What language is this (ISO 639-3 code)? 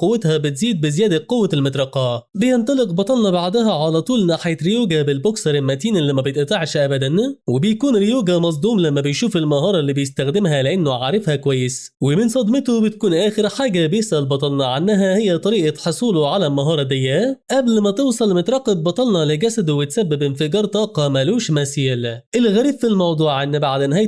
arz